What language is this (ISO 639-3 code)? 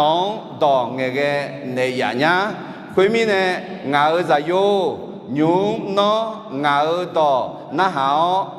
ahk